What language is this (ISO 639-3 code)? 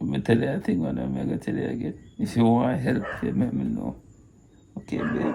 jam